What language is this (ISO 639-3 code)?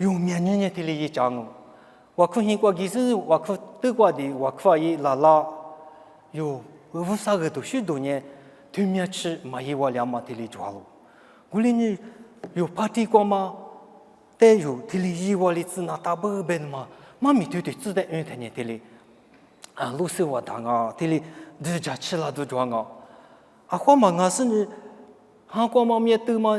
lis